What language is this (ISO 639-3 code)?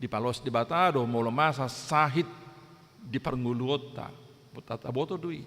bbc